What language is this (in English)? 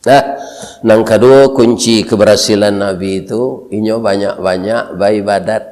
Minangkabau